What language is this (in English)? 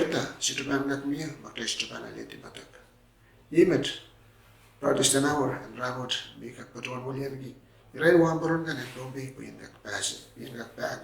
Pohnpeian